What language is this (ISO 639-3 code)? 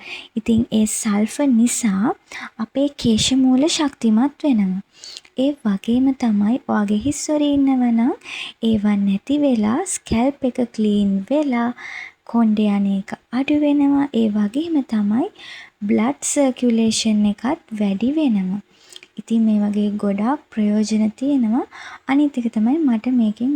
sin